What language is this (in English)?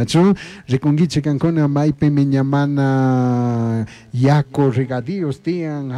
Chimborazo Highland Quichua